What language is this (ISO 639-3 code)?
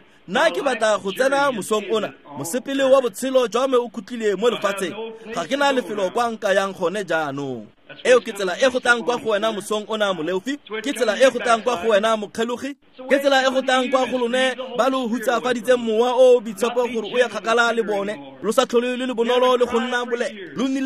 tsn